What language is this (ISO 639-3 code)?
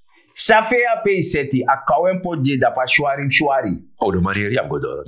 srn